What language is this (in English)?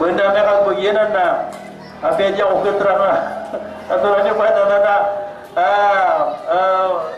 Maranao